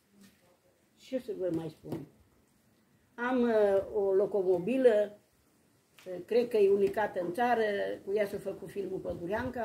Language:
Romanian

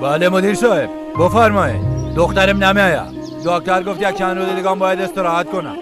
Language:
Persian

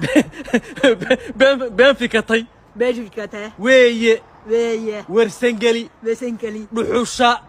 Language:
Somali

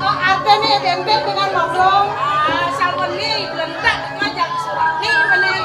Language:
Balinese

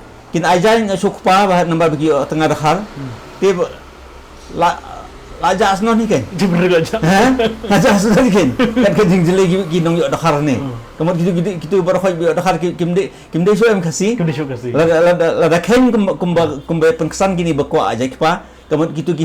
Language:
Khasi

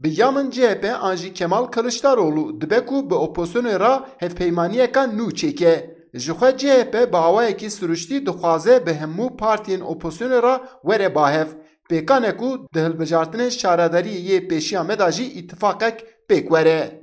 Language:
Kurdish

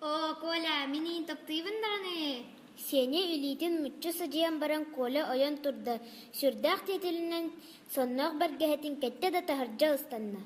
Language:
Yakut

